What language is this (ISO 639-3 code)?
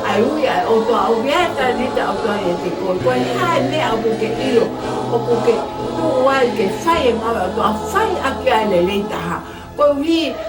ton